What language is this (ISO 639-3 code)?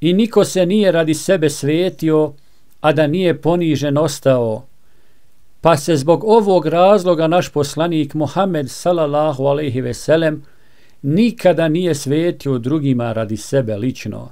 bos